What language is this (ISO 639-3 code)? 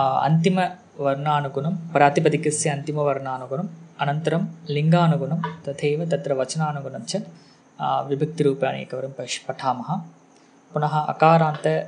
san